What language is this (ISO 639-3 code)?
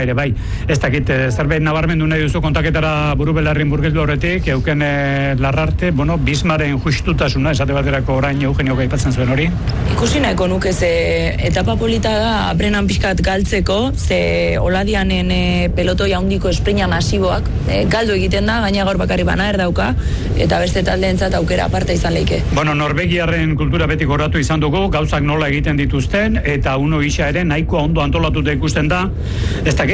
eus